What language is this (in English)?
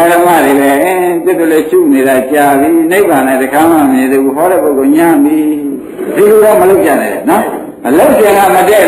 Burmese